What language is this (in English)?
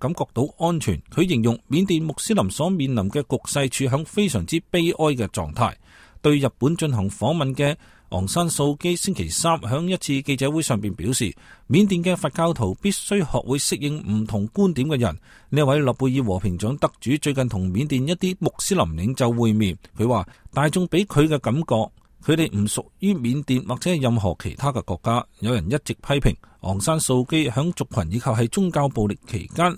Cantonese